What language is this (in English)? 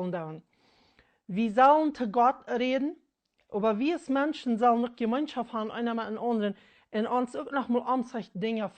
Plautdietsch